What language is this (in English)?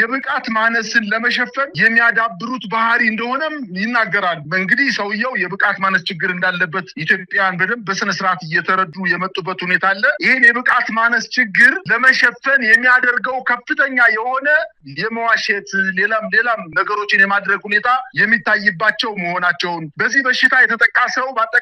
Amharic